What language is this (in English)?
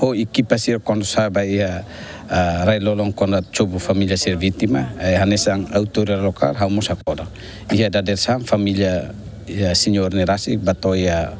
Tetum